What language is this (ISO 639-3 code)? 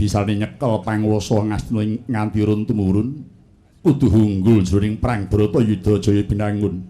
jav